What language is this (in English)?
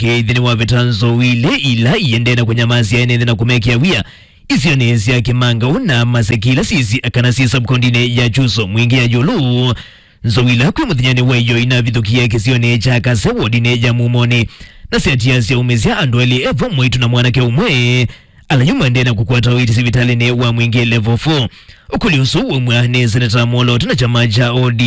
Kamba